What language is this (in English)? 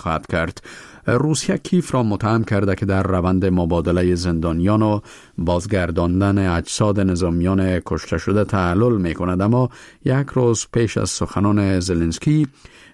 Persian